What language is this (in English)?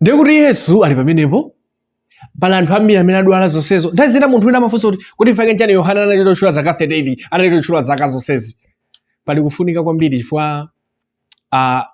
Nyanja